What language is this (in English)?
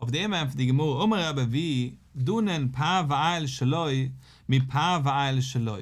Yiddish